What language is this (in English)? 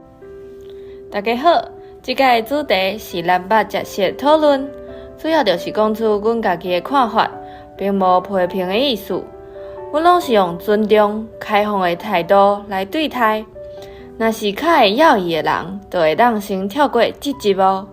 Min Nan Chinese